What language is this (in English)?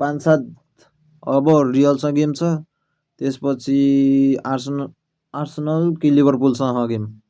Nepali